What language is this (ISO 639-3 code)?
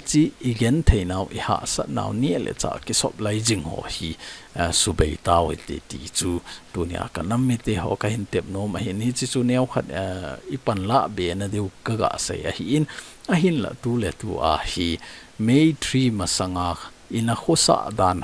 tcz